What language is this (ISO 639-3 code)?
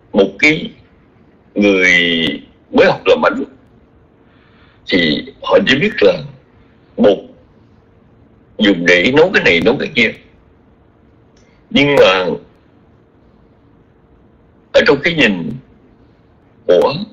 vie